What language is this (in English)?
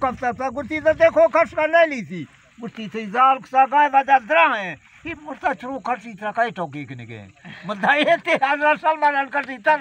Baluchi